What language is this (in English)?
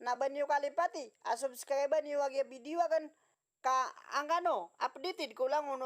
Maranao